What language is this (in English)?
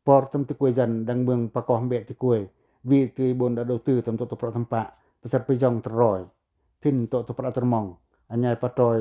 Pacoh